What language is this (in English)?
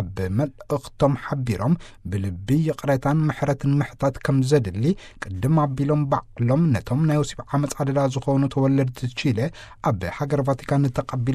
Tigrinya